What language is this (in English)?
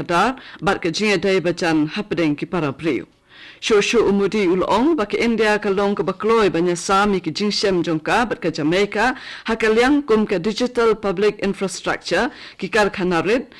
Khasi